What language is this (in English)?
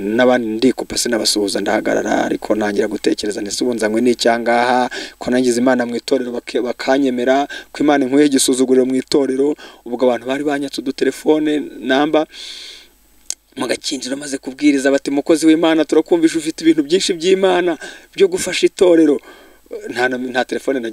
Kinyarwanda